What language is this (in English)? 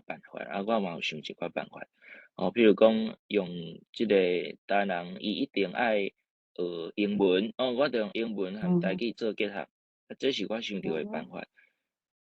Min Nan Chinese